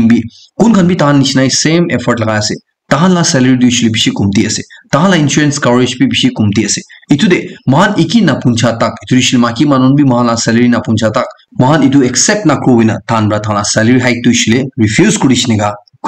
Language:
Naga Pidgin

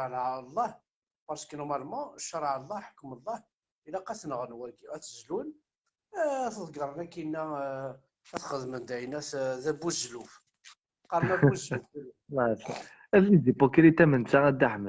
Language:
Kabyle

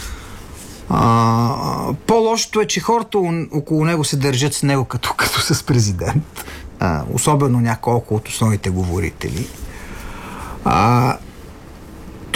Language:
Bulgarian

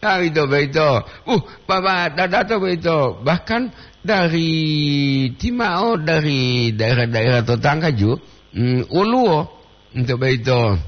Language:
Gorontalo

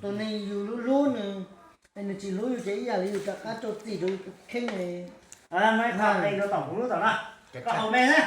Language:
Hmong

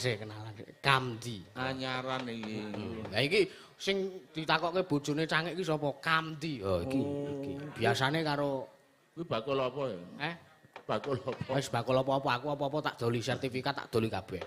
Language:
Javanese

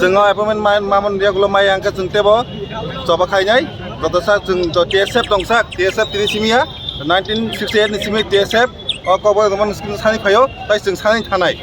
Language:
Kok Borok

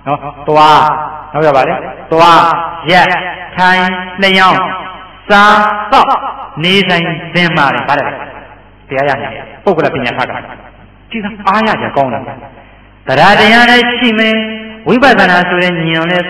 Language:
Burmese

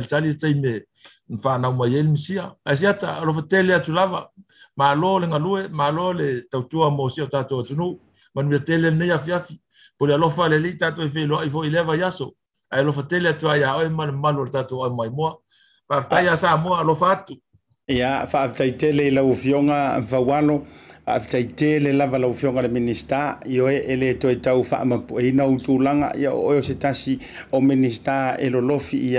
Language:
Samoan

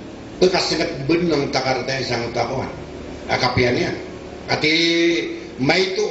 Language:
Maranao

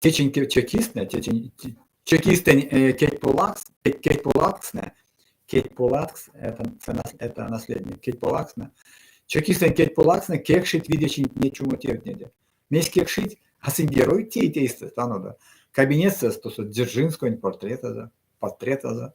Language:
Erzya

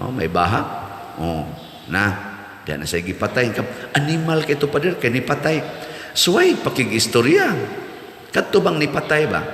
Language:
Cebuano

